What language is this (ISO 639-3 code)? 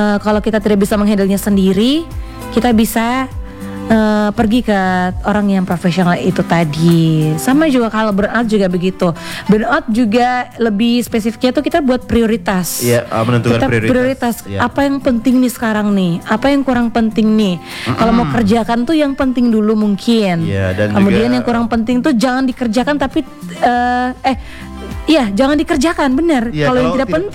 ind